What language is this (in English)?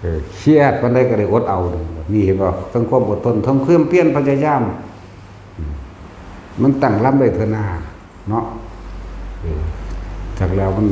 Northeastern Thai